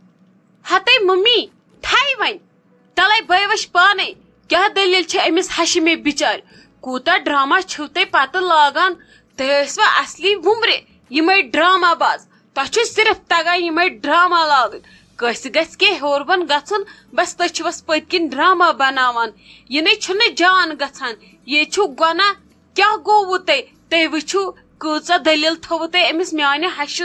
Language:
Kashmiri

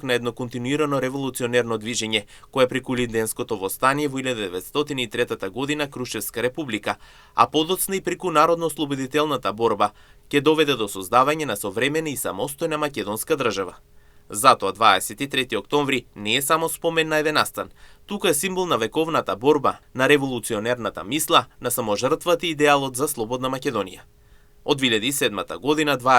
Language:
Macedonian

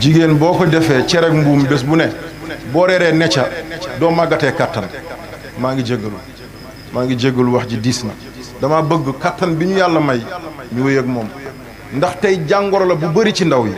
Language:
Wolof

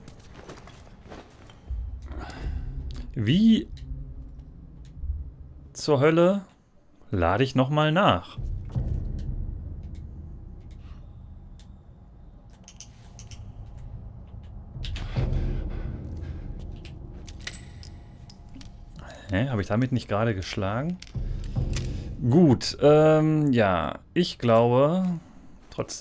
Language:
German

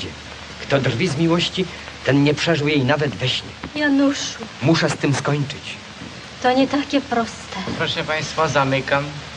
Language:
Polish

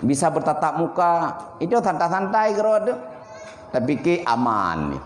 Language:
Achinese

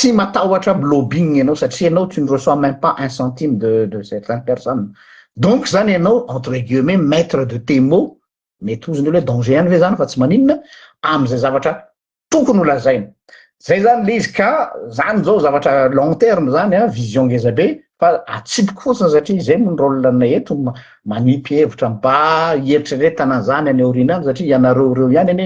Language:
Malagasy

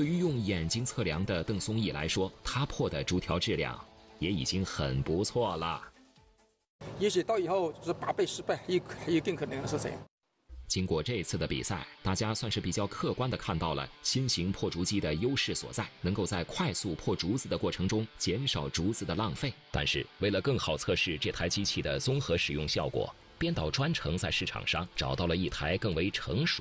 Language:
Chinese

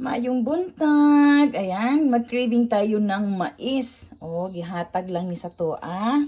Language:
Cebuano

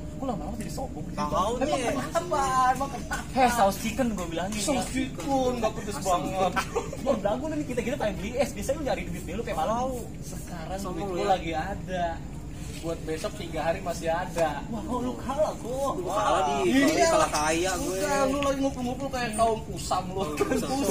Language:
Betawi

